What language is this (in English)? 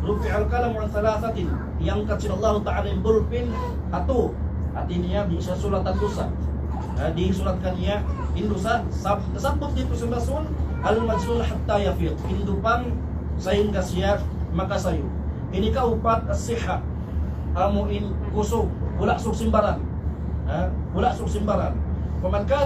Tausug